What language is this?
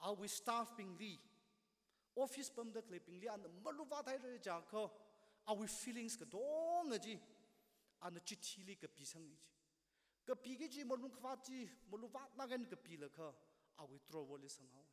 Tangkhul Naga (India)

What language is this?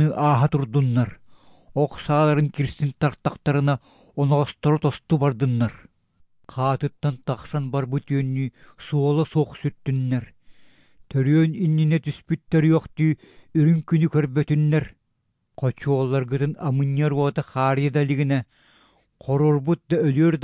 Yakut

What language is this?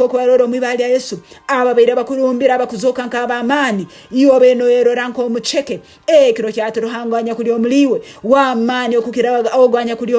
Nyankole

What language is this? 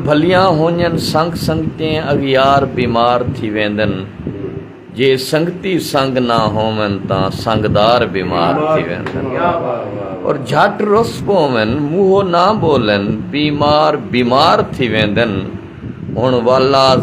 Saraiki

